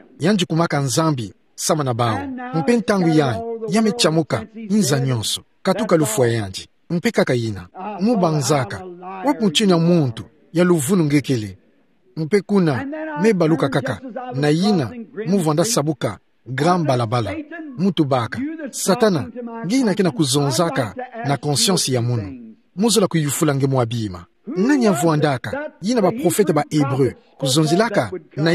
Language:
Kituba (Democratic Republic of Congo)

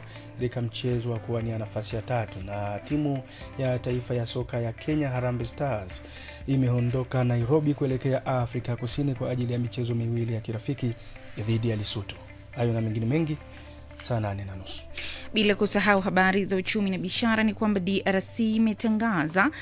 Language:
Swahili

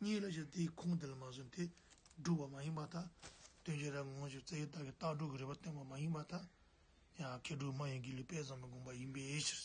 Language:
Tibetan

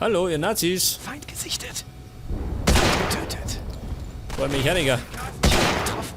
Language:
Bavarian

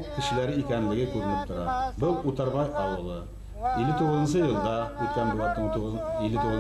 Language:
Bashkir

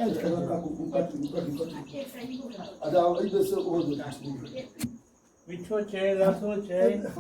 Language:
Maithili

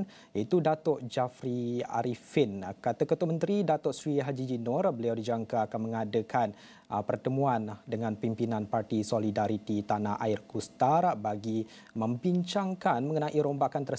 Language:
Malay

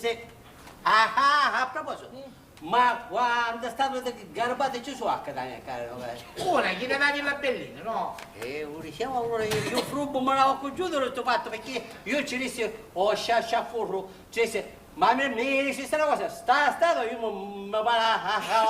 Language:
Sicilian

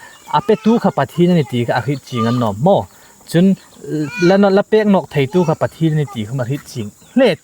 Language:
Hmar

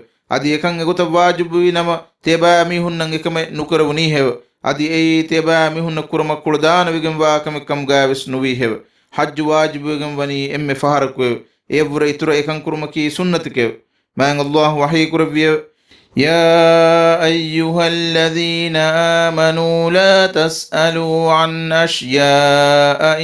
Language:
Divehi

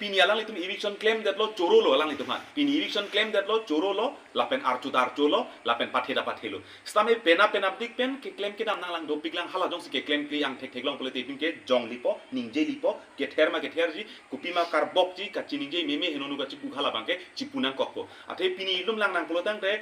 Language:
Karbi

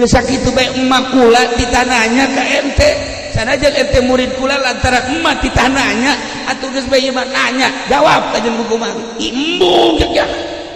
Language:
Sundanese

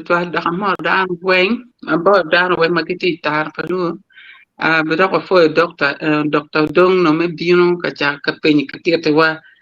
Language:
Acoli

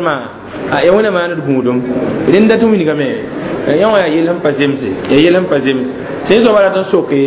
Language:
Mossi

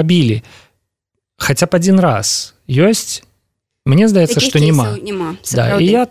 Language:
Belarusian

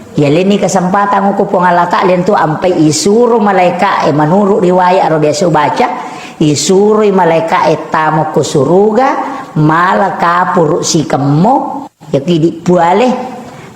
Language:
Buginese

